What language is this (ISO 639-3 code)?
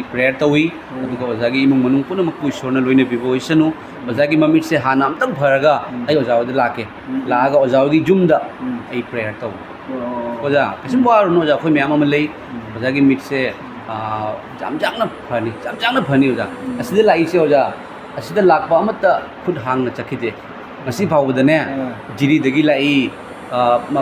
mni